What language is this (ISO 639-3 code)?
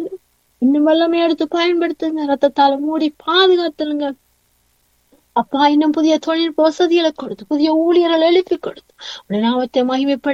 tam